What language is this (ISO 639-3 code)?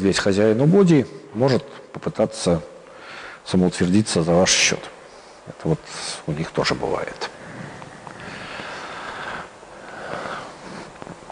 rus